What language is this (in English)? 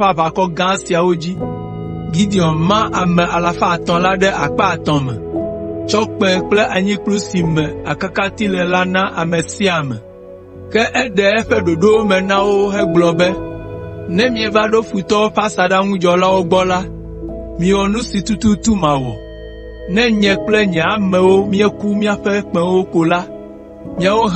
Ewe